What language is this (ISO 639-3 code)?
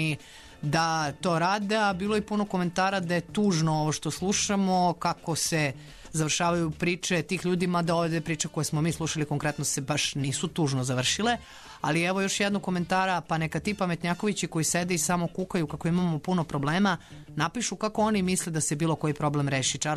srp